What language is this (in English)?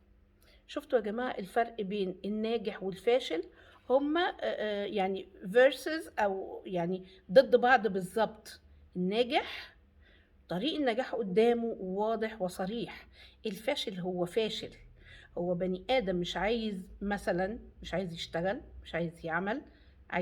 Egyptian Arabic